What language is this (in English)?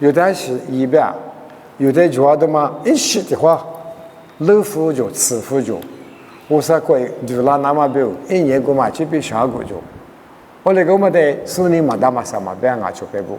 Lisu